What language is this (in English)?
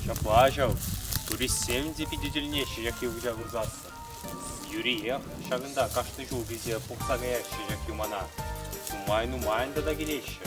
Chuvash